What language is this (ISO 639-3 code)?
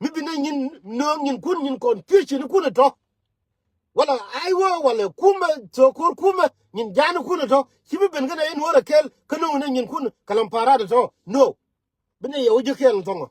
nus